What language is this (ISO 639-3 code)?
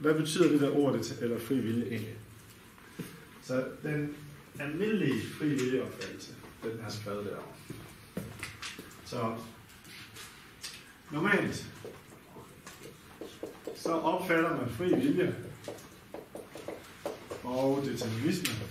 dan